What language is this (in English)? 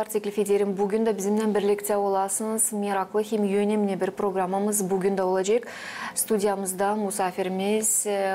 Gagauz